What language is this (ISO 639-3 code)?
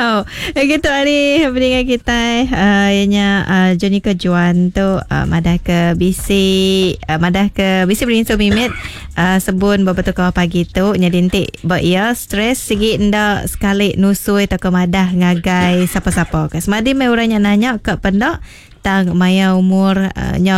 iba